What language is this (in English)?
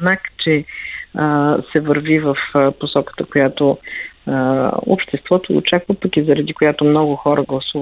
Bulgarian